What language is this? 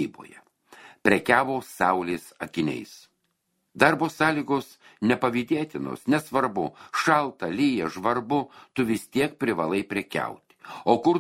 Lithuanian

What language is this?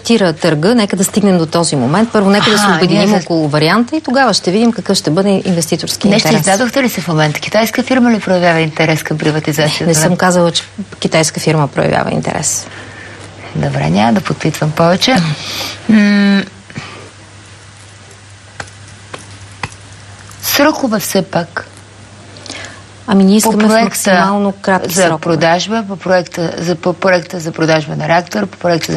Bulgarian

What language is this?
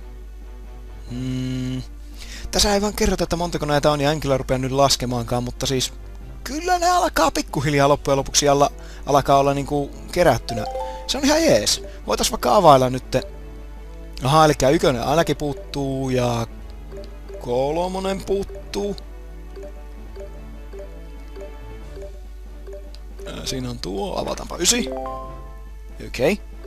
Finnish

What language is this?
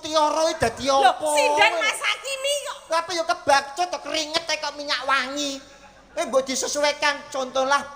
Javanese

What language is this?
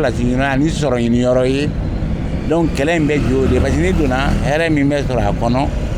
Bambara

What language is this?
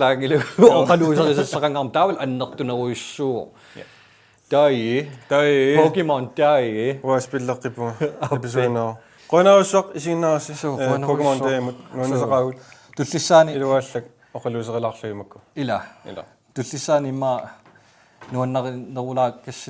Kalaallisut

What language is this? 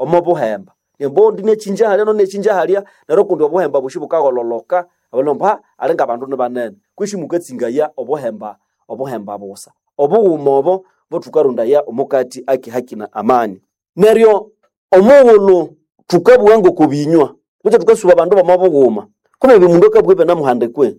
Nande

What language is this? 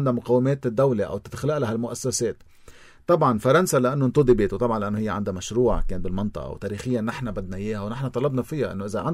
North Levantine Arabic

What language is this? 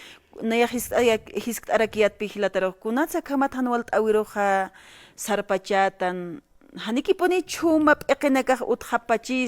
Aymara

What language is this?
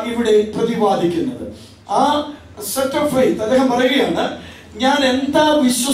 Malayalam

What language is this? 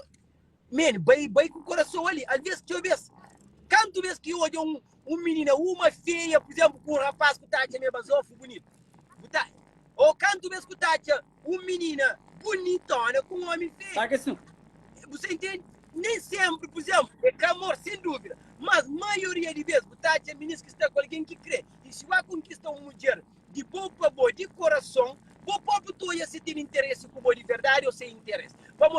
Kabuverdianu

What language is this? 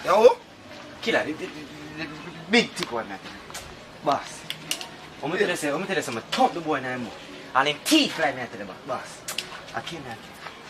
Jamaican Creole English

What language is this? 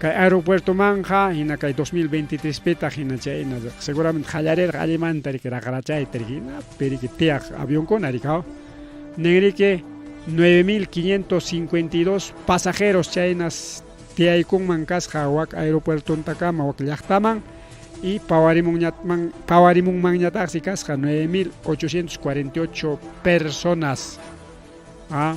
Ayacucho Quechua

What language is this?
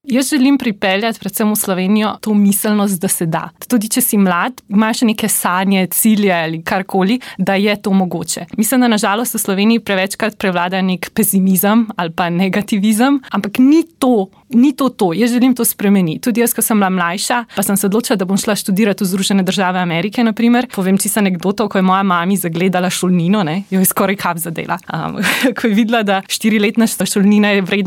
Slovenian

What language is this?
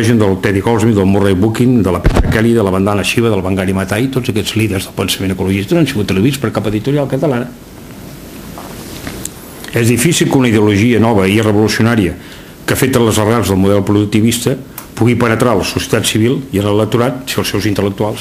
Catalan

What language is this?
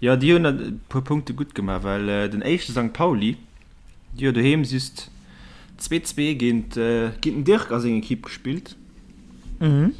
Luxembourgish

